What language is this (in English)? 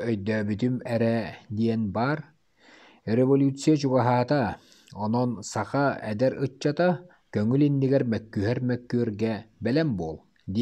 Yakut